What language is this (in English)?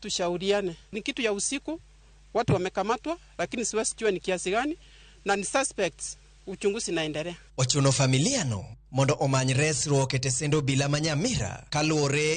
Luo (Kenya and Tanzania)